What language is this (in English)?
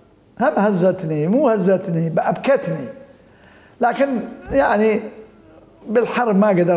Mesopotamian Arabic